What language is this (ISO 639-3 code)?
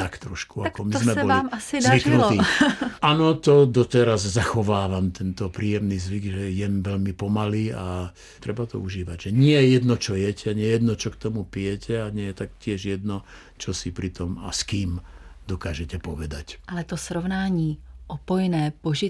slk